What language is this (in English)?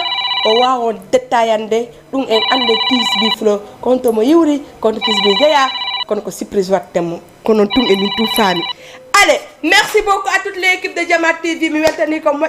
Fula